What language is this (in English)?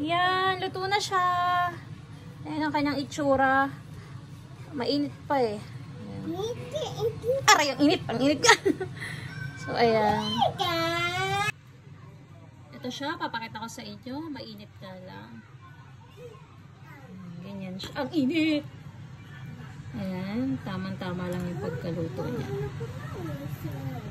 Filipino